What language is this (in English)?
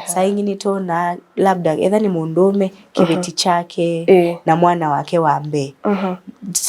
Kamba